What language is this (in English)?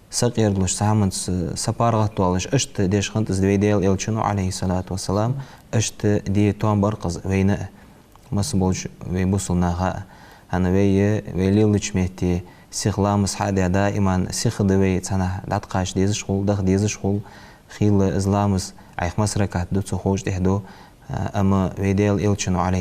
Ingush